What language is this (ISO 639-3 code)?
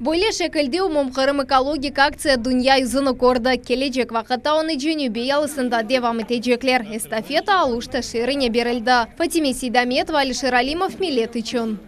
crh